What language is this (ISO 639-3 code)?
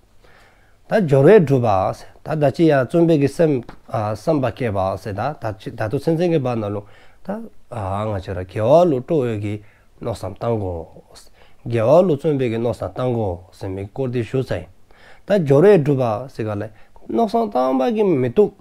dzo